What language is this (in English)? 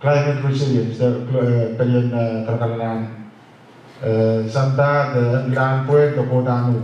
Pohnpeian